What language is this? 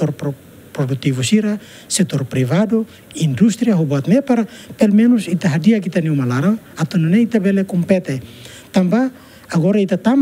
Tetum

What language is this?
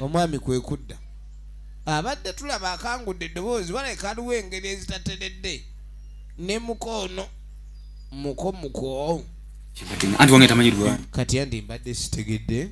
Ganda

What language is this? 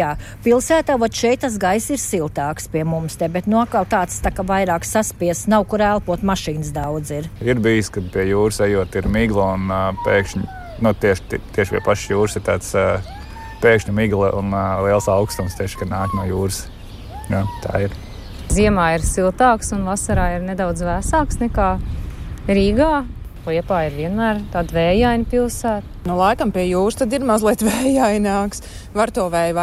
Latvian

